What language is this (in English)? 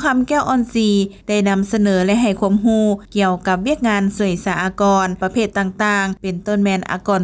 Lao